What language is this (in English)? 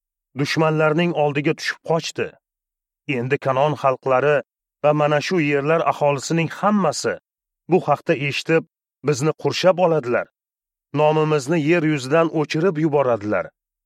Uzbek